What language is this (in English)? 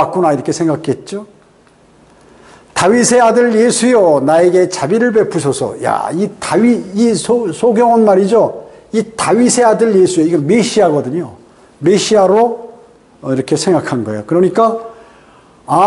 Korean